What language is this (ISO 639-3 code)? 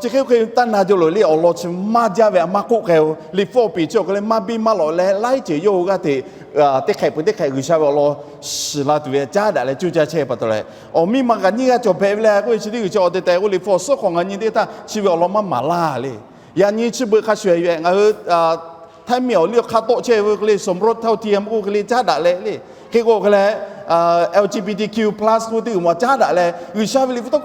lhu